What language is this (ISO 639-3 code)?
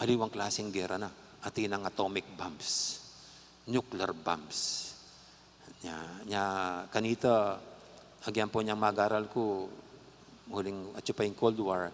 pam